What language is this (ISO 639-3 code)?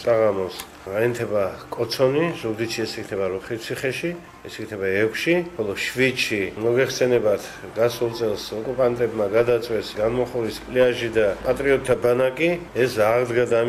kat